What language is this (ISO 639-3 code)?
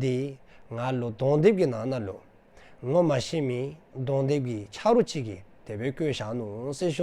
dzo